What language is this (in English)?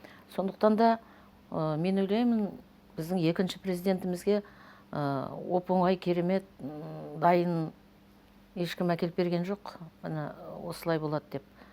Kazakh